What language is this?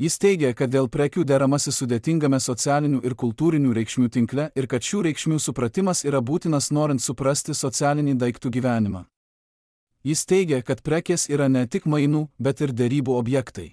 Lithuanian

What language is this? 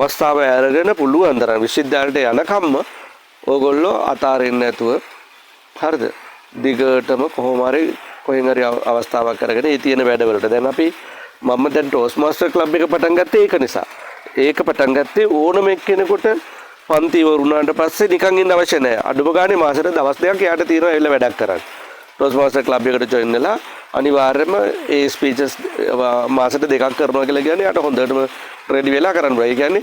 Sinhala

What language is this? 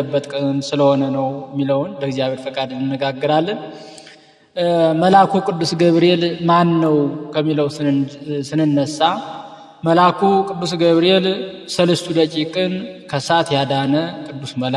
Amharic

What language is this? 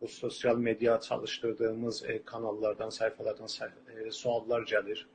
South Azerbaijani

